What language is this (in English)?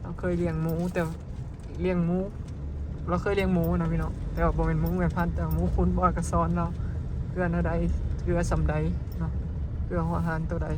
Northeastern Thai